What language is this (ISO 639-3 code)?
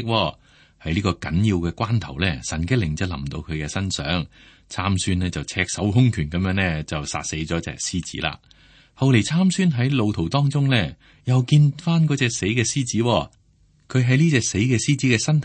yue